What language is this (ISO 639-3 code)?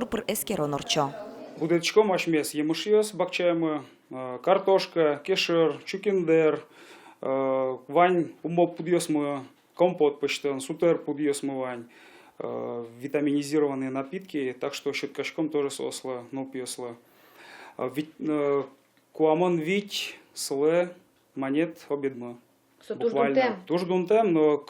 udm